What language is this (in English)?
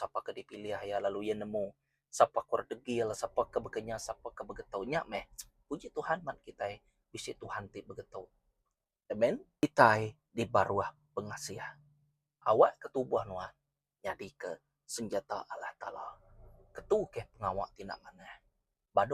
Iban